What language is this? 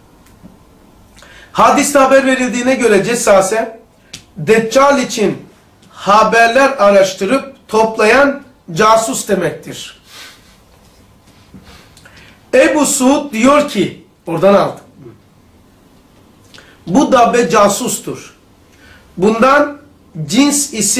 Turkish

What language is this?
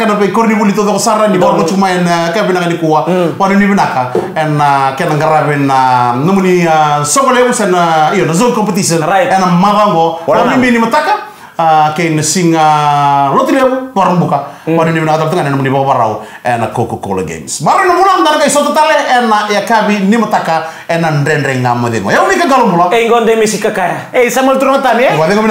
Fijian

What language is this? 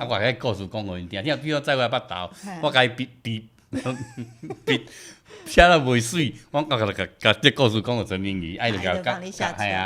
Min Nan Chinese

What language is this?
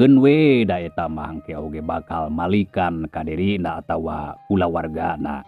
Sundanese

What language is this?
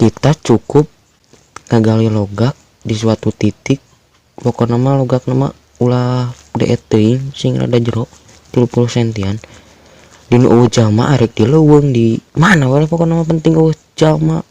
Sundanese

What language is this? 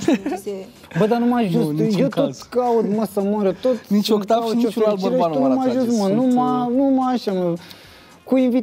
Romanian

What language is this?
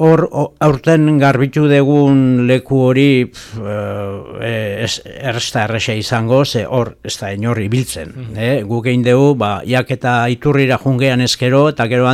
Basque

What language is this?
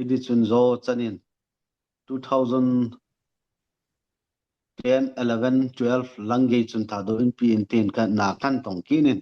Thado Chin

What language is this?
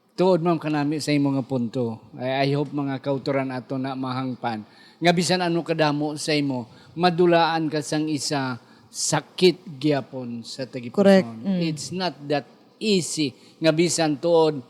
Hiligaynon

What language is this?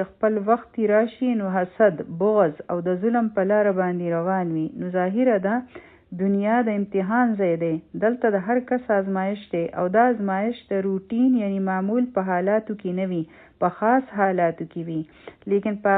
Pashto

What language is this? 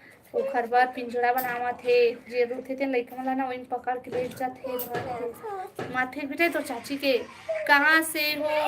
Chhattisgarhi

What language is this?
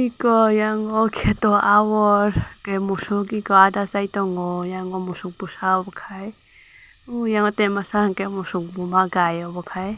Kok Borok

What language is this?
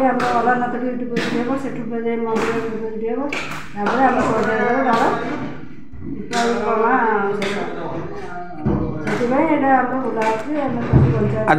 Odia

